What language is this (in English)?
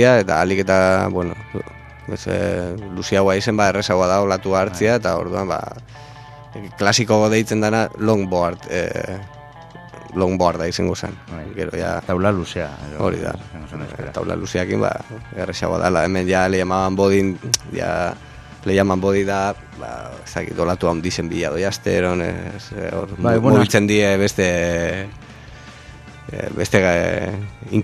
Basque